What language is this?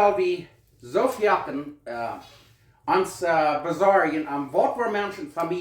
Plautdietsch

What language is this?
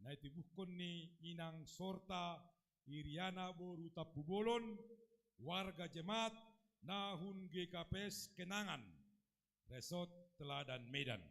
Batak Simalungun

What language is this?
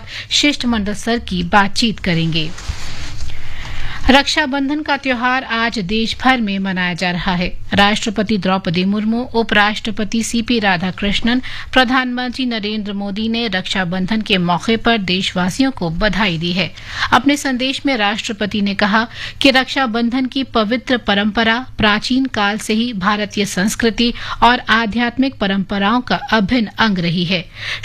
Hindi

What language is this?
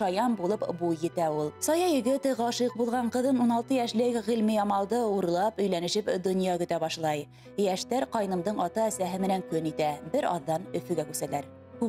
Bashkir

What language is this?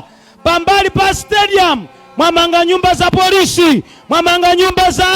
Nyanja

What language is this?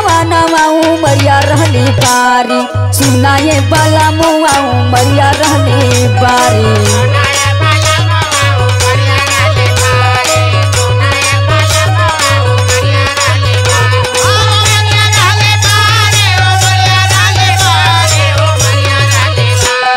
Bhojpuri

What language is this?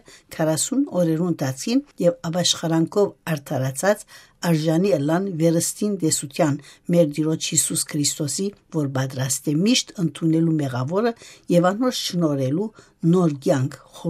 Western Armenian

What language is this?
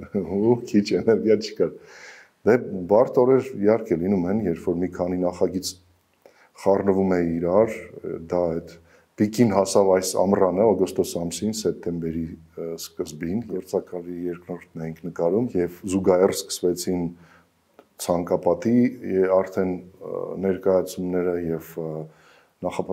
Armenian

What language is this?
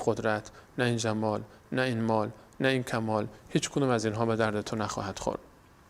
Persian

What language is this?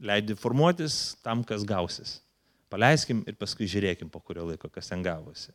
Lithuanian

